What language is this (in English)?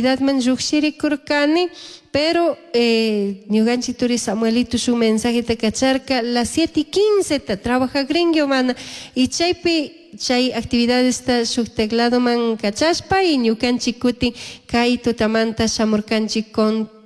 Chimborazo Highland Quichua